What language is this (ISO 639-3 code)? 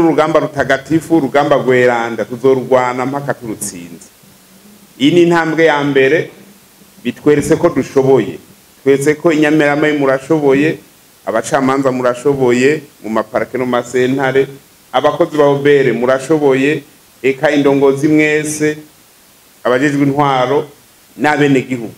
run